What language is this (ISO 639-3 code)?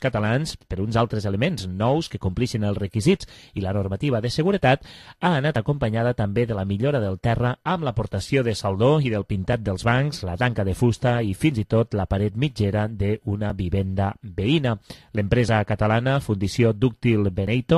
cat